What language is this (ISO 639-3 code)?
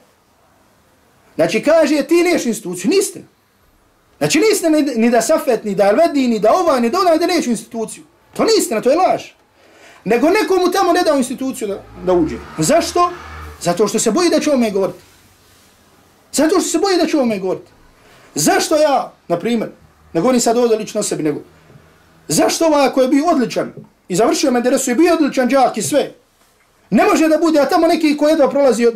bos